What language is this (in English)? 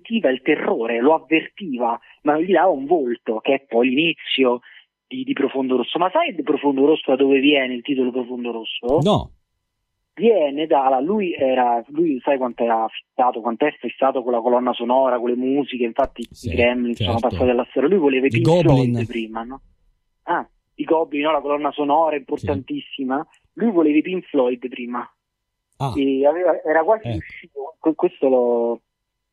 Italian